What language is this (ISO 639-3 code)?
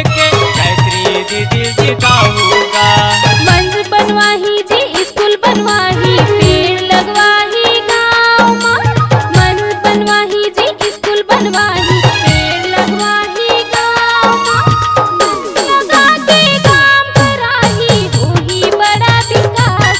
hne